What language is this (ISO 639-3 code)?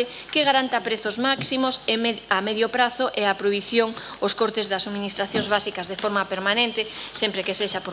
glg